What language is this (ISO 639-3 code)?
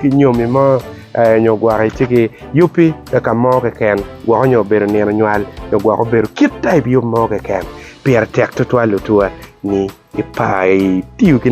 ach